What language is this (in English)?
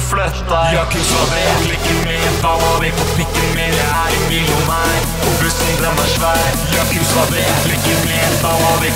Norwegian